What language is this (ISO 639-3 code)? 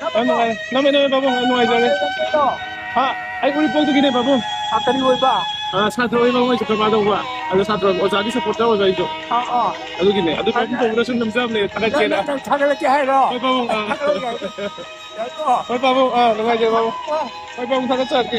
mni